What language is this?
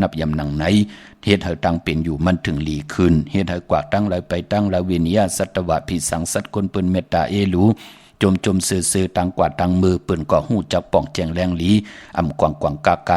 Shan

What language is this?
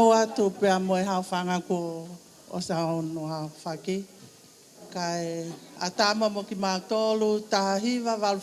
Tongan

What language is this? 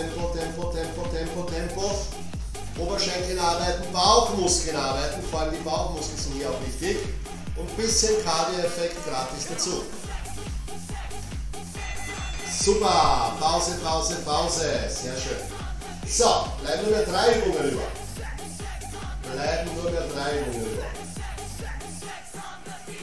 German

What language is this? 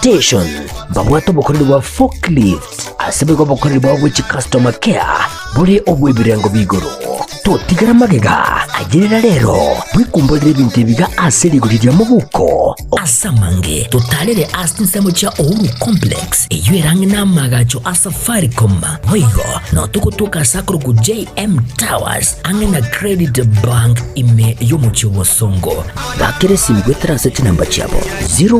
Gusii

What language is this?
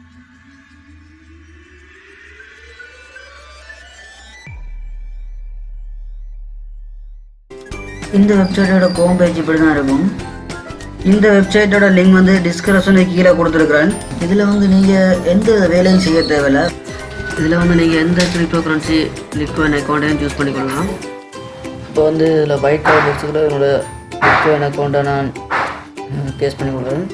Tamil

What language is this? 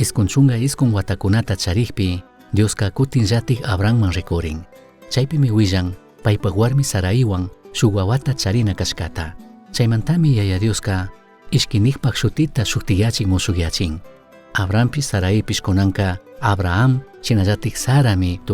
Chimborazo Highland Quichua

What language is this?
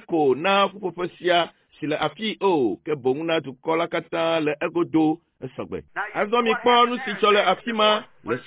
Ewe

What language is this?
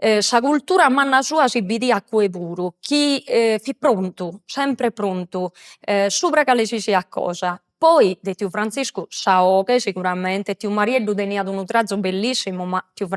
Sardinian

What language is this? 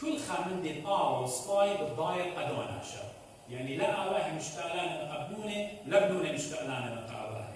Assyrian Neo-Aramaic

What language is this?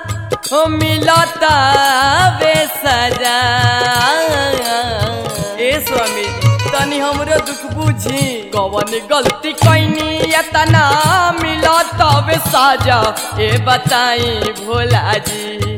Bhojpuri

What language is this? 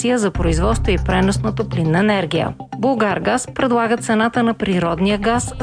Bulgarian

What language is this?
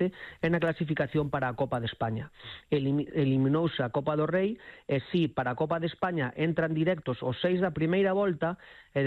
Galician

